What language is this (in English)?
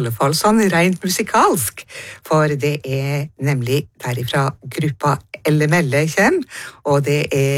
Norwegian